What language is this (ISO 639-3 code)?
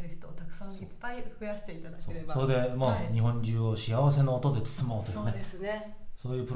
jpn